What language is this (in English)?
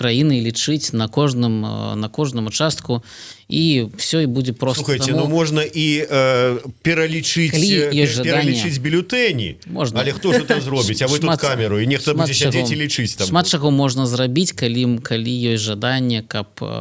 Belarusian